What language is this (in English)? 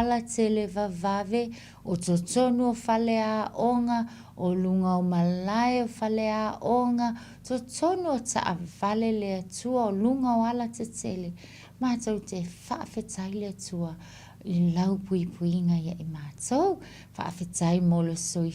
Samoan